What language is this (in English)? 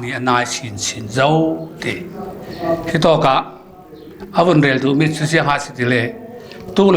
Falam Chin